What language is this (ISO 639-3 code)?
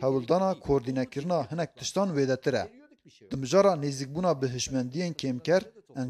kur